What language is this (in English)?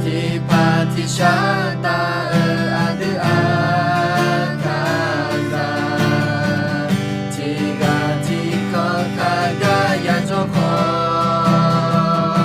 Akha